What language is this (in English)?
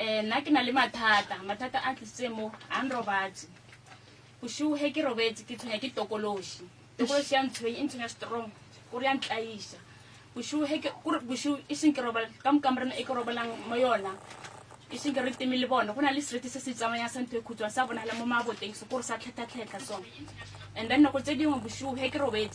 Northern Sotho